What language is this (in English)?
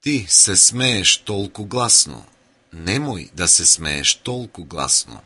Macedonian